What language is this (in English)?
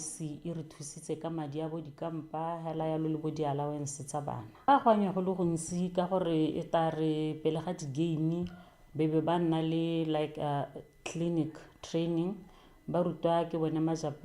Tswana